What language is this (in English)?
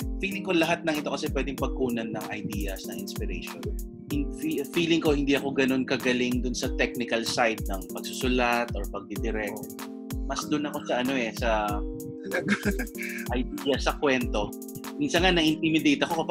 Filipino